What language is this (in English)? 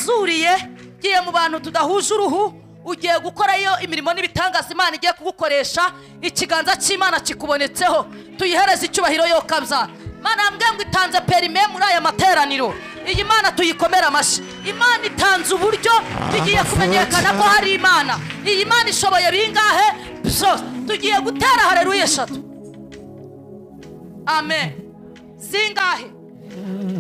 Kinyarwanda